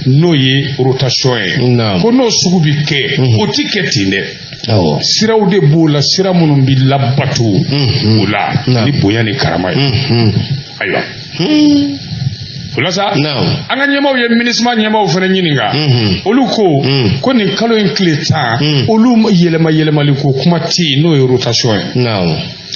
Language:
Bambara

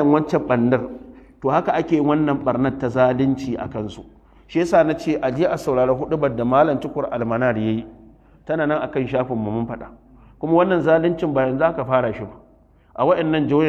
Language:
Hausa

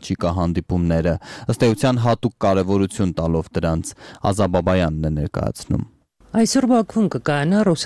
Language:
Armenian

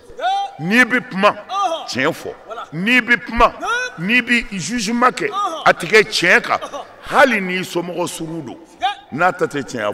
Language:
Bambara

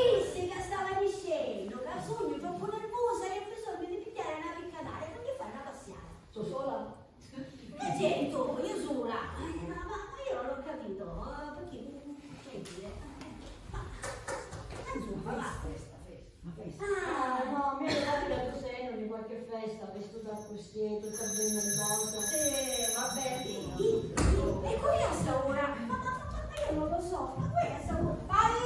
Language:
Sicilian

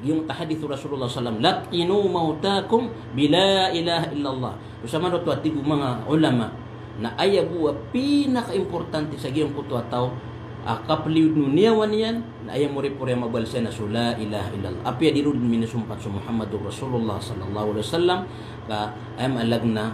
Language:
Maranao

